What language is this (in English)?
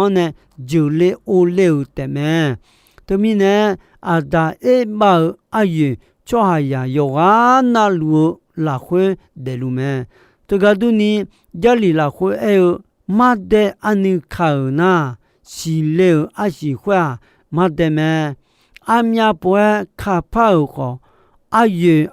Akha